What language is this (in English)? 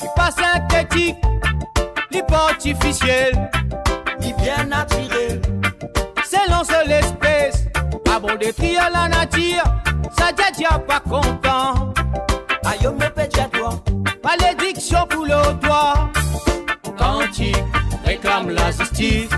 Morisyen